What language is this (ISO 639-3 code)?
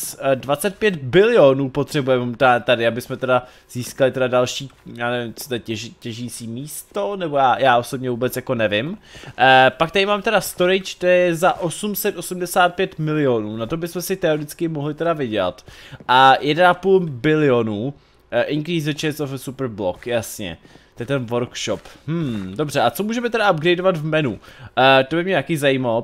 ces